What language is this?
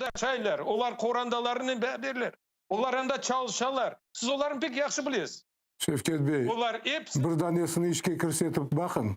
Crimean Tatar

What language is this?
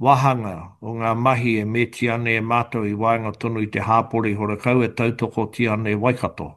Māori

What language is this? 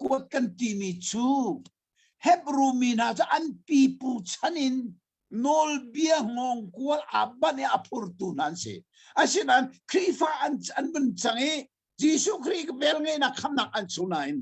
Hakha Chin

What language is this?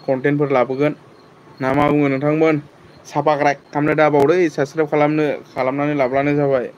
Bodo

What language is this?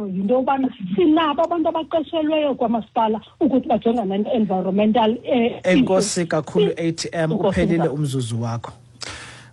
Xhosa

